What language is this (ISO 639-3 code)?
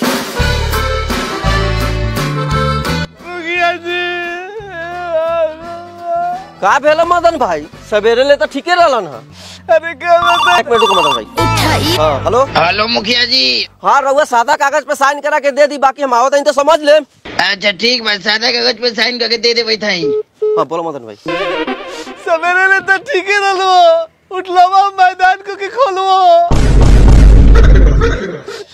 bho